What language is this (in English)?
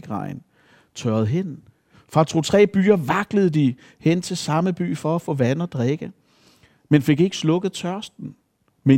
Danish